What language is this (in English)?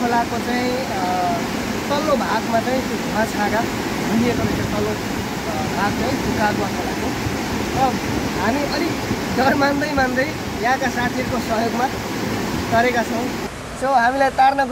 Nepali